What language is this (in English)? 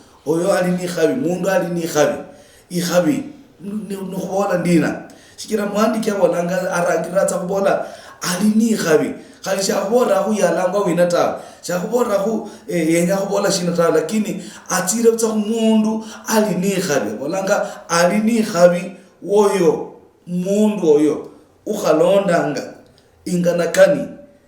Luyia